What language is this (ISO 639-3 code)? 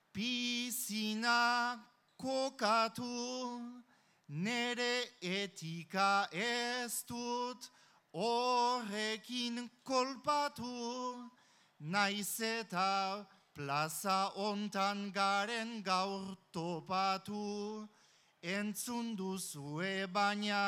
eus